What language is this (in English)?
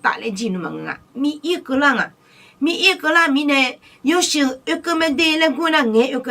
Akha